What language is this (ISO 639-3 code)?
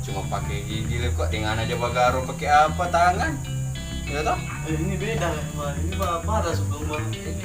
xmm